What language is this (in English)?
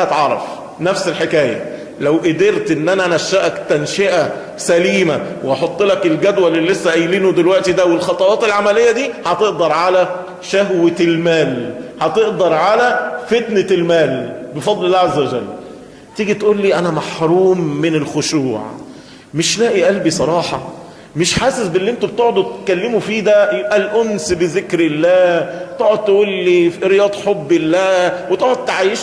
Egyptian Arabic